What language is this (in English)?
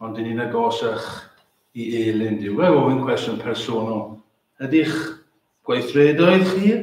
Welsh